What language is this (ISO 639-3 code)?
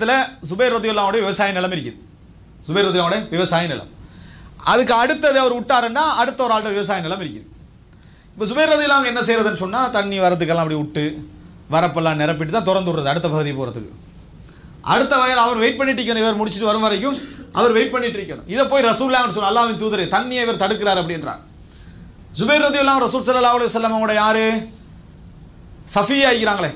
tam